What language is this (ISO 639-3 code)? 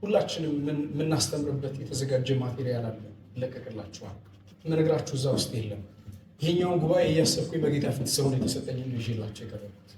amh